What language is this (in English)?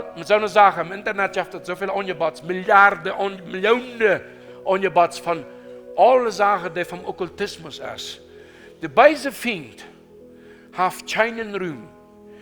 Plautdietsch